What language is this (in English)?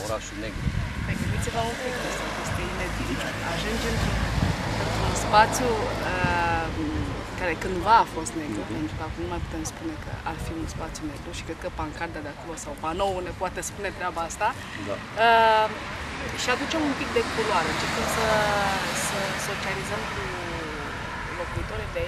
Romanian